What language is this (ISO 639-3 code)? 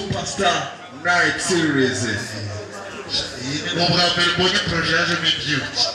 kin